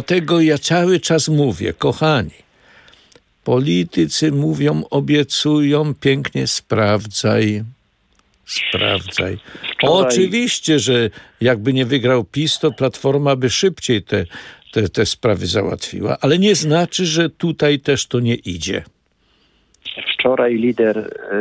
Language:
Polish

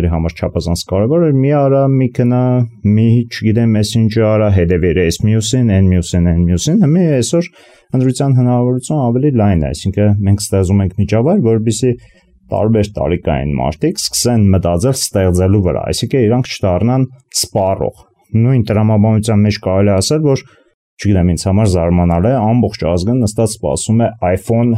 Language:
Armenian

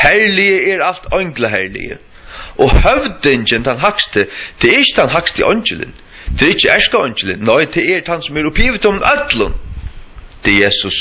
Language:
Faroese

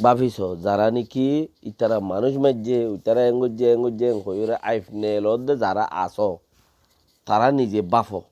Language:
Rohingya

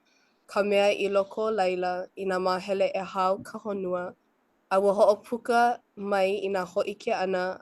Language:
Hawaiian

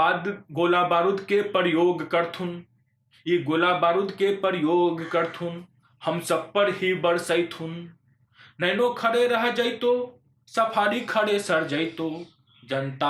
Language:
Magahi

